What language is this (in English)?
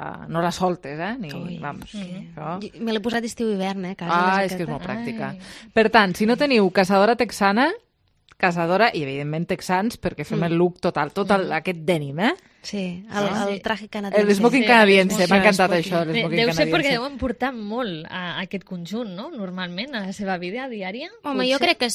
Catalan